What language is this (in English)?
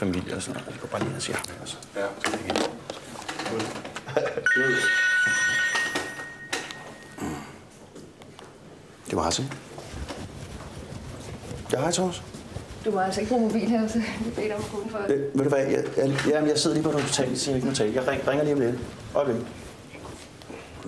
Danish